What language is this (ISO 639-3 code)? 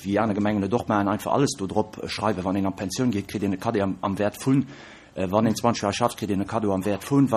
ltz